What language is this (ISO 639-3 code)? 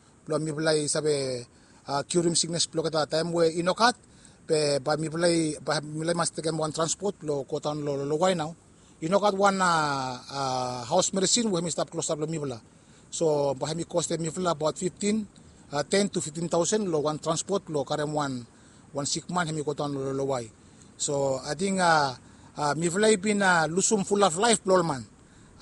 bis